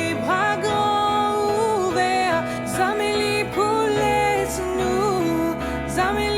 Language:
Morisyen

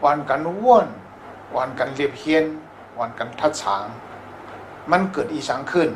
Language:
Shan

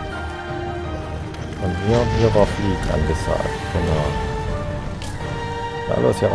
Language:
German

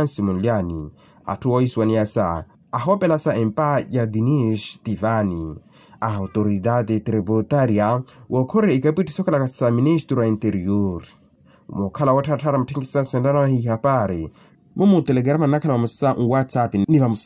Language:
Makhuwa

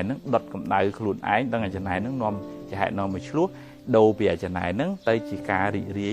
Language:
Khmer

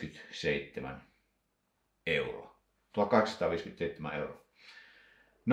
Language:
Finnish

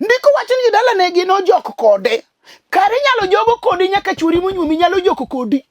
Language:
Luo (Kenya and Tanzania)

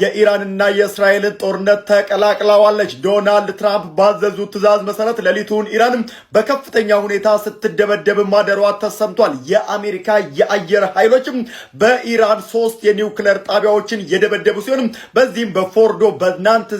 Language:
Amharic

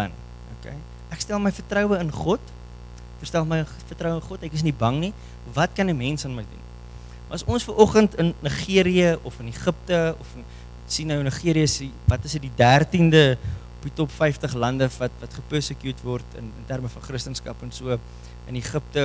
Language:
Afrikaans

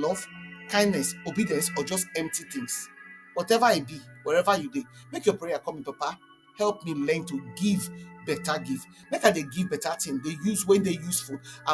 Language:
Nigerian Pidgin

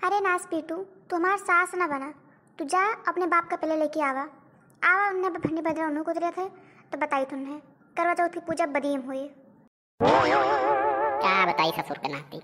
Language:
Awadhi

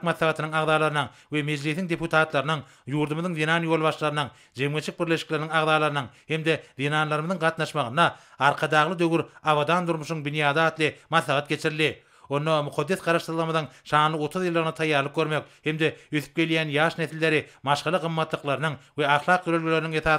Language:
Turkmen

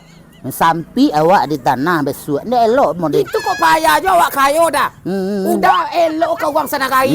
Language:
Minangkabau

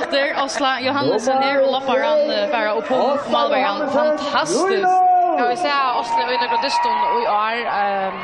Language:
Faroese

